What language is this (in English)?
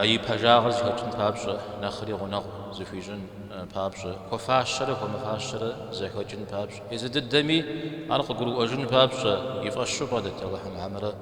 Kabardian